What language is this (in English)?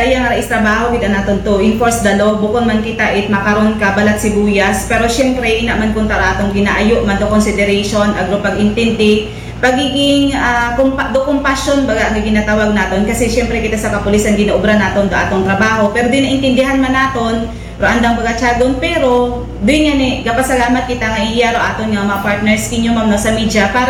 Aklanon